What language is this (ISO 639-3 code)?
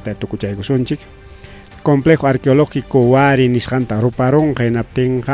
quy